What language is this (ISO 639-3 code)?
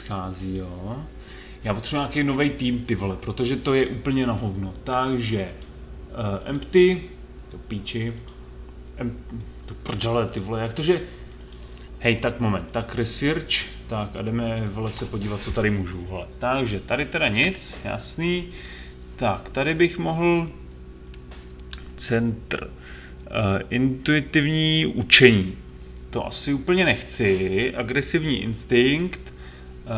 ces